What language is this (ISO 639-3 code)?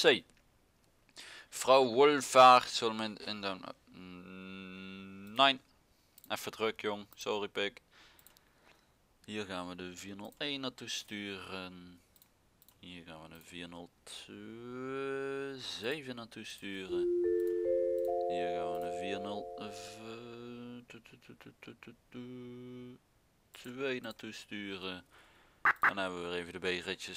nld